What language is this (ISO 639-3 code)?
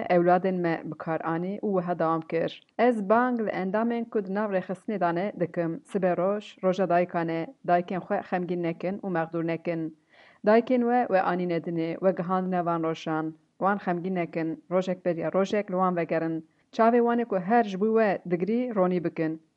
kur